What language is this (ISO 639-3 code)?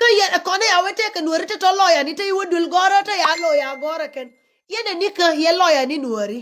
nus